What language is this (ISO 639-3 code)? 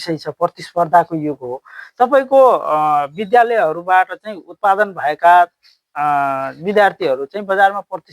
nep